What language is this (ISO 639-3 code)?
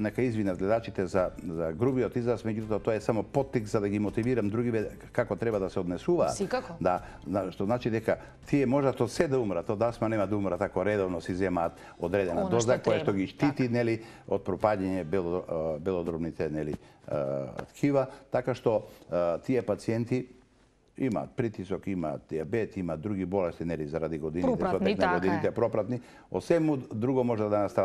mkd